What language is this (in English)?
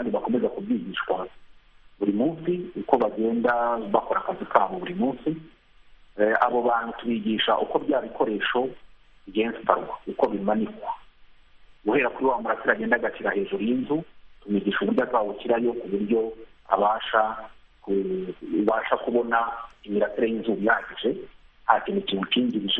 Kinyarwanda